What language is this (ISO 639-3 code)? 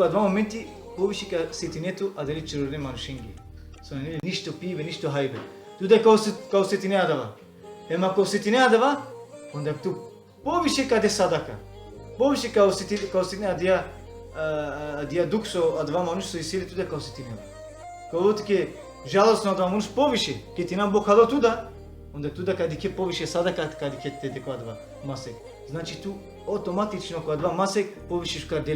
rmn